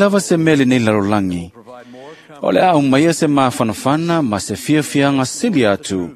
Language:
Samoan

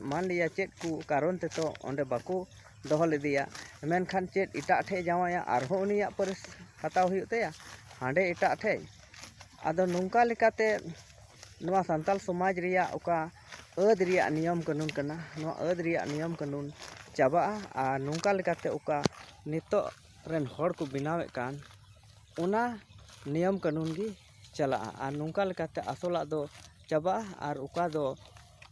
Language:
Santali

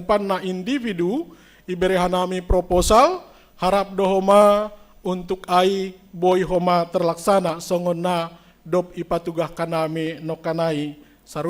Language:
Batak Simalungun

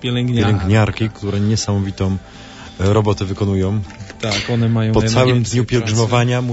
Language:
Polish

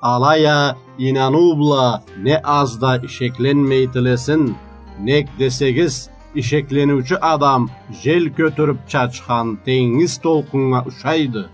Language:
Karachay-Balkar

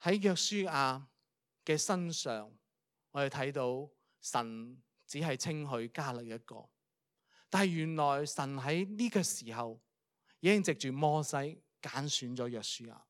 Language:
Cantonese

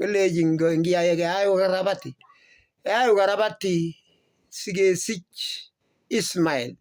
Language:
Kalenjin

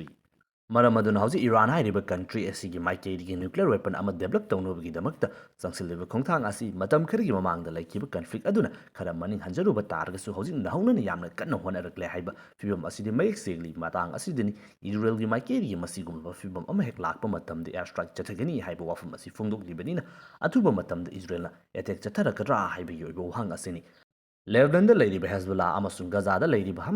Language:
Manipuri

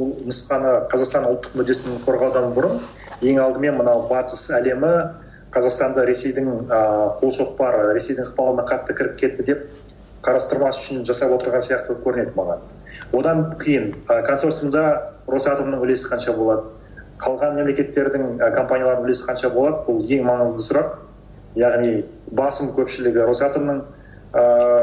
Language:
Kyrgyz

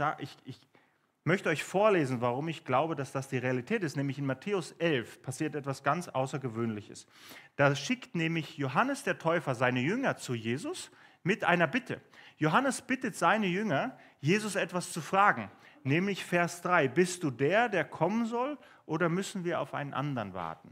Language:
Swiss German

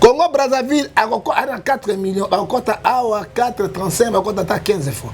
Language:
Lingala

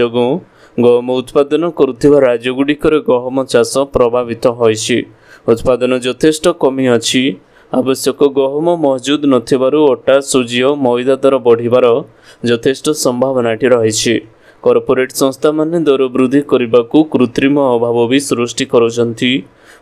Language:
Odia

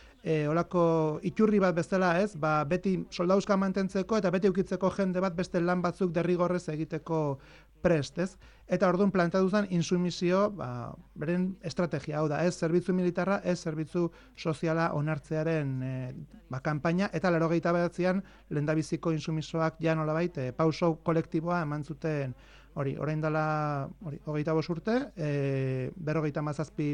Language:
Basque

